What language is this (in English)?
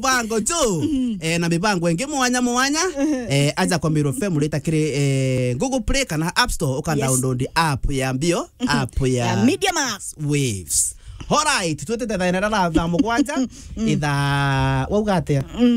Meru